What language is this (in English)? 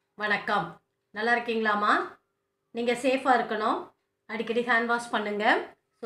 Tamil